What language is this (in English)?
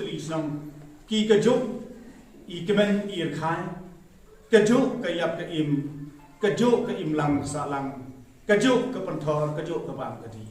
Pnar